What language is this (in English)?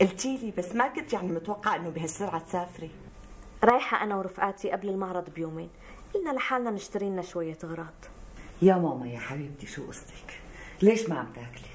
North Levantine Arabic